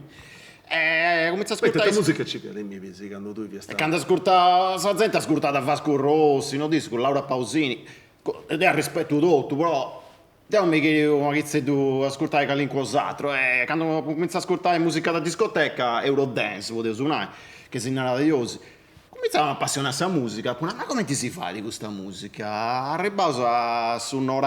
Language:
Sardinian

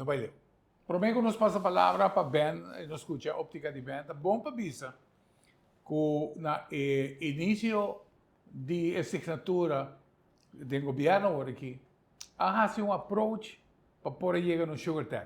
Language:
Papiamento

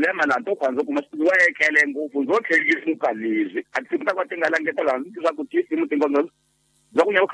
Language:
Tsonga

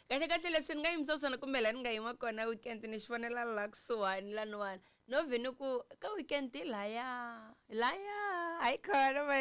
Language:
Tsonga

